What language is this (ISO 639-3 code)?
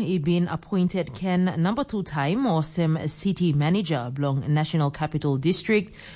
tpi